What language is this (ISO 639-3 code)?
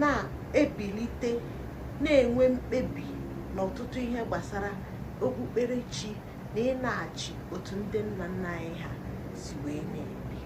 ibo